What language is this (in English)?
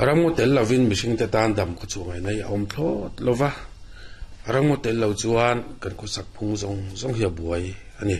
Mizo